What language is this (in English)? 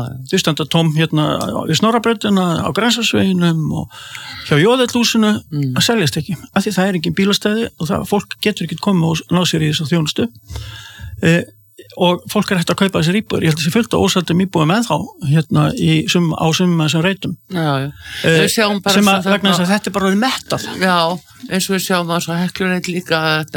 Icelandic